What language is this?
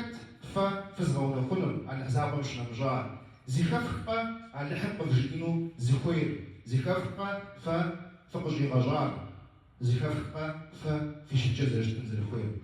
Kabardian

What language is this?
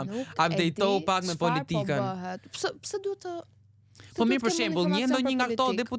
Albanian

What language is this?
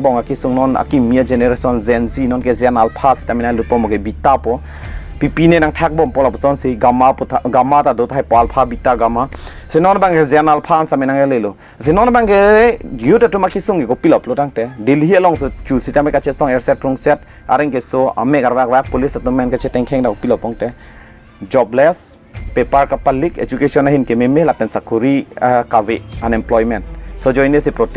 Karbi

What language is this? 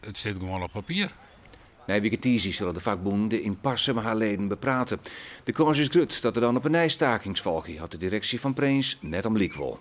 Western Frisian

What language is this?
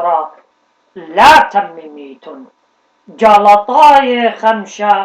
Assyrian Neo-Aramaic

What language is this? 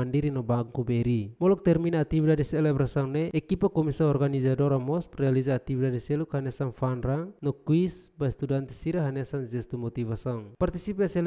Tetum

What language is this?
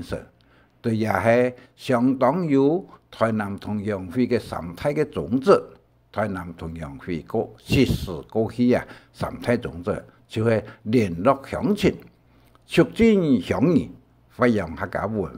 Hakka Chinese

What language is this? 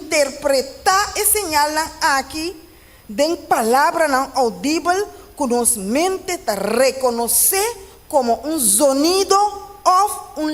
Papiamento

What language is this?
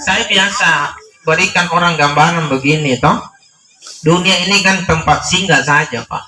Makasar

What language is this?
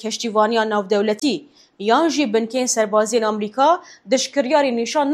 Kurdish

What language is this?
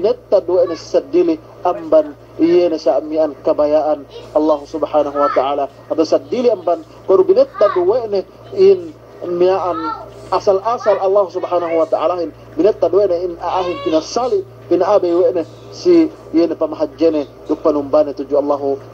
Yakan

